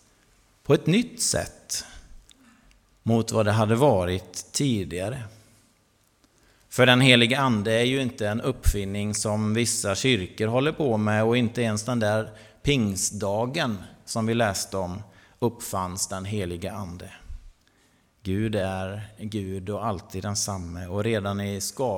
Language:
Swedish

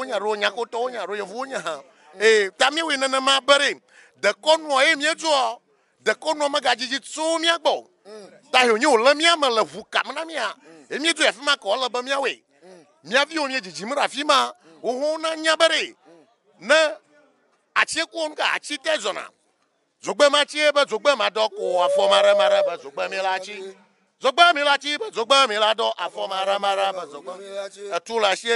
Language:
Ewe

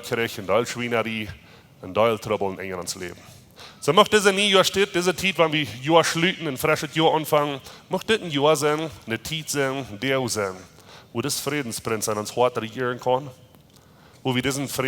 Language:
Plautdietsch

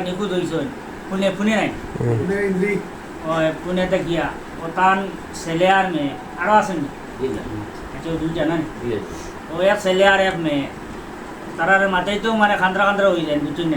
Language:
Sylheti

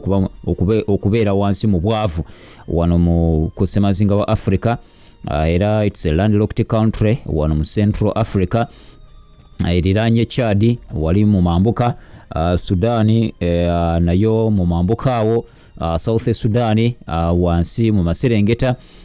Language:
Ganda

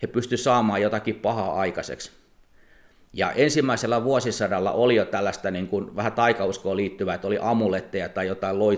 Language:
Finnish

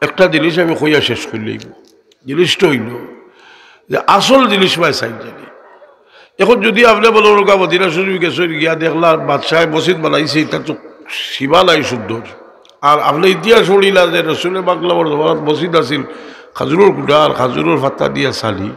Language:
Sylheti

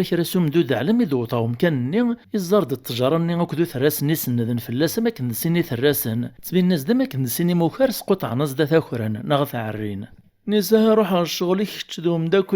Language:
Kabyle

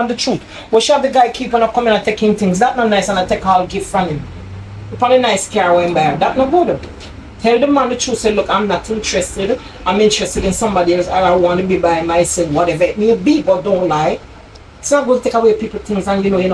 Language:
Jamaican Creole English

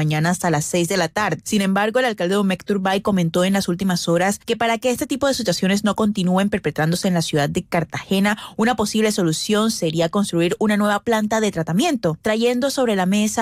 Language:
Spanish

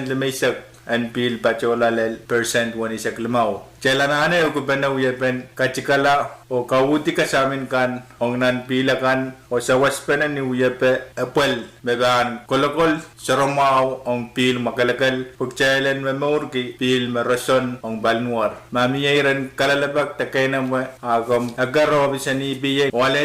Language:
Pohnpeian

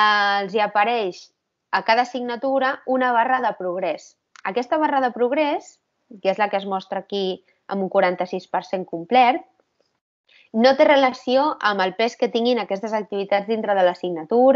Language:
Catalan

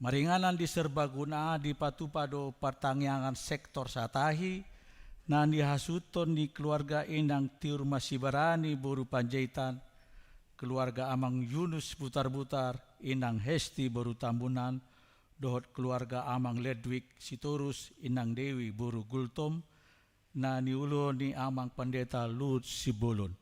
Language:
Batak Toba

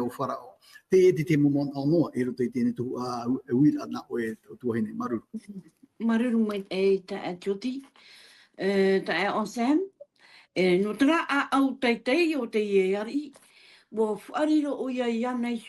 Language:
Tahitian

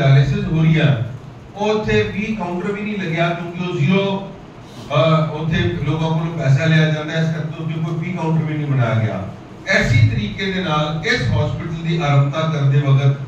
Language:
Punjabi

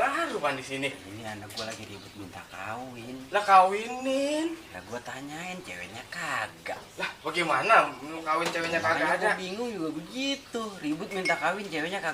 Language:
Betawi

